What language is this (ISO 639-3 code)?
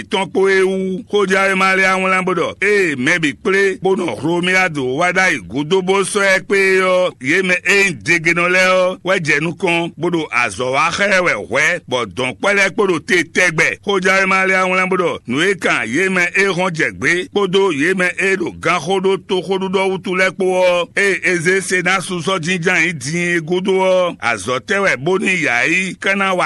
fon